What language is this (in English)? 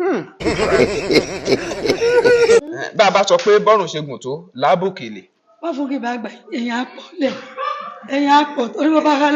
Yoruba